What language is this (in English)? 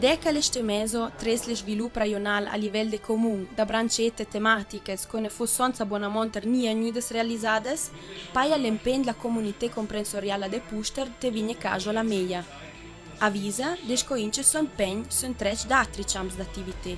Ladin